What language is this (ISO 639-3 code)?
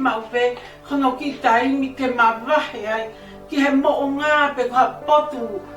ton